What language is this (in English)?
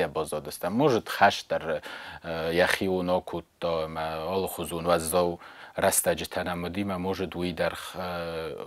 Ossetic